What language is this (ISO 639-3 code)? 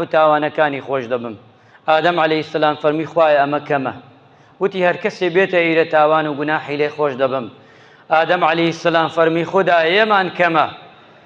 ckb